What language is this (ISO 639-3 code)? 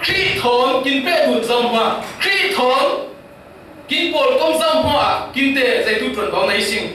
cfm